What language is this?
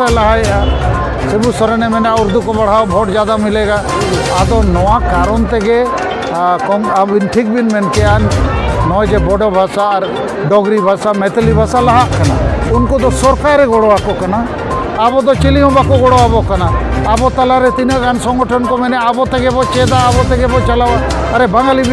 Santali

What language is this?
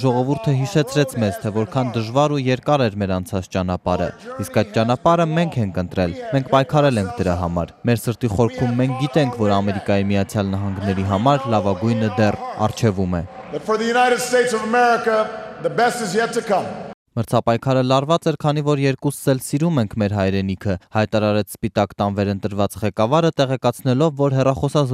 Armenian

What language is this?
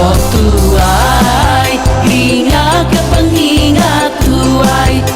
Iban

